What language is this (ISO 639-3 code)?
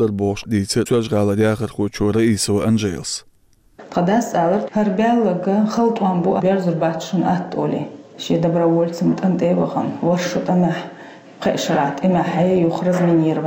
che